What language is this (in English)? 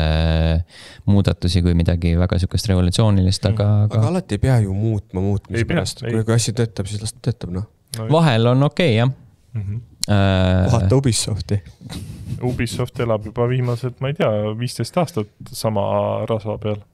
Estonian